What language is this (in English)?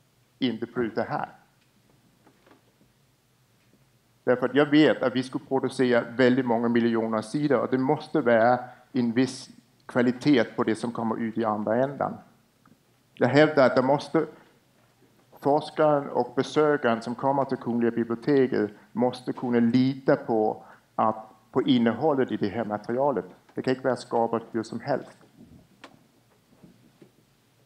Swedish